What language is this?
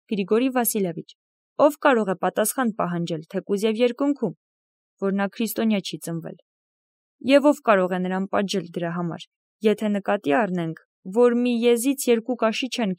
Armenian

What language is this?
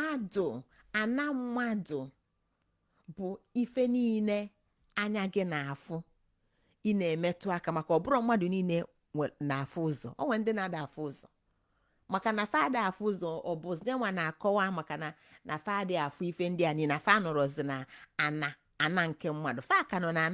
Igbo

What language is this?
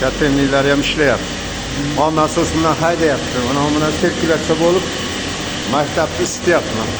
Uzbek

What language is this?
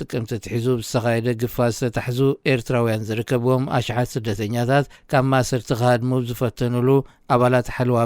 Tigrinya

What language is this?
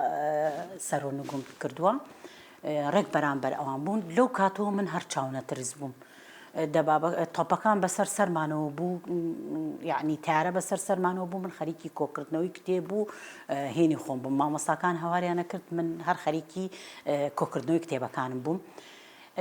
Central Kurdish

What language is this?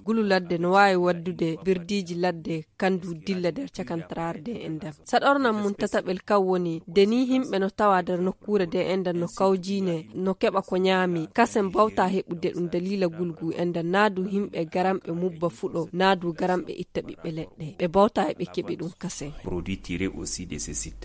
Fula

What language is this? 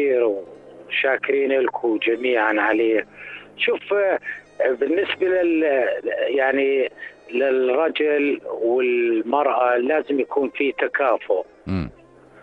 North Levantine Arabic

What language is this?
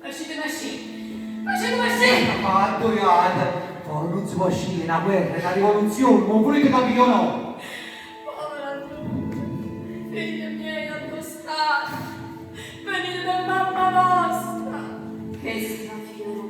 Neapolitan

